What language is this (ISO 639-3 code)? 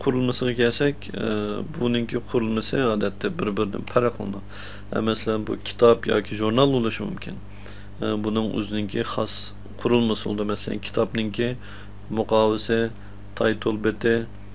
uig